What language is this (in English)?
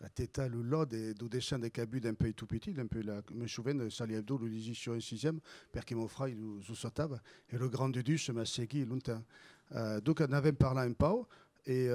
Occitan